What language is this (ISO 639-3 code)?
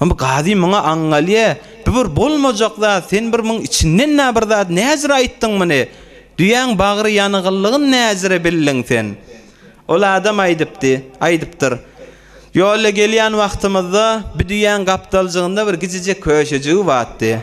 tuk